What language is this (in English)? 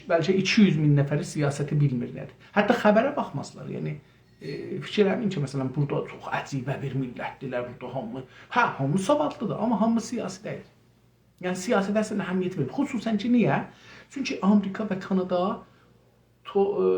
South Azerbaijani